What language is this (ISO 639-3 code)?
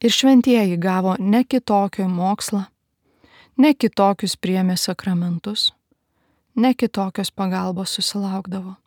lit